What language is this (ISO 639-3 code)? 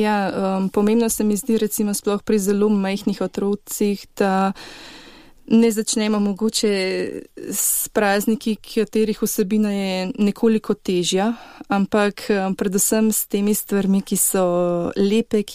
slv